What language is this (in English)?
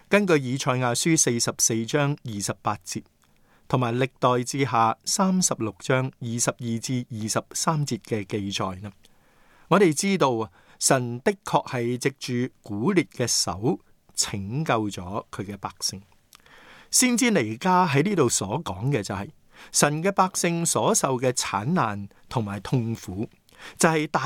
Cantonese